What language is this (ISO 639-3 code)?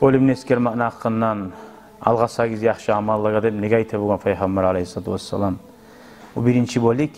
kum